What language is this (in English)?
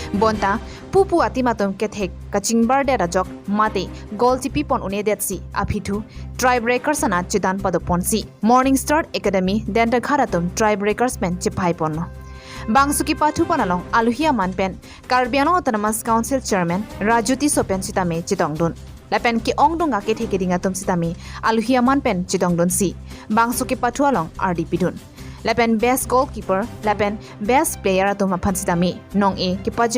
Karbi